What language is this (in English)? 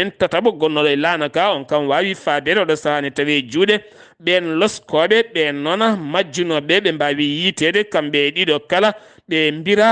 Fula